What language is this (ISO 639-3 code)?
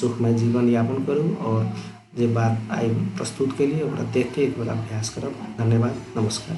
mai